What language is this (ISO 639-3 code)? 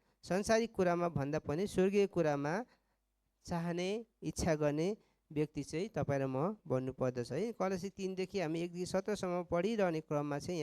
nep